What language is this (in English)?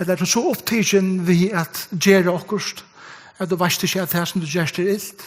Faroese